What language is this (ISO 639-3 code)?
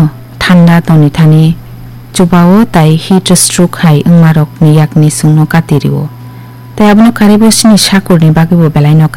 trp